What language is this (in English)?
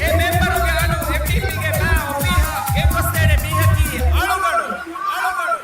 Divehi